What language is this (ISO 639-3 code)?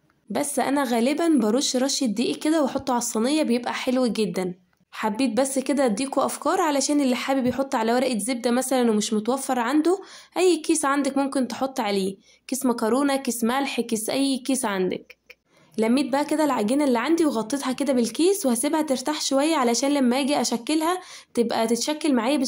arz